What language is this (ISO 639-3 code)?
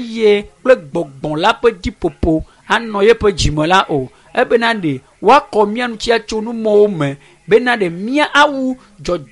ewe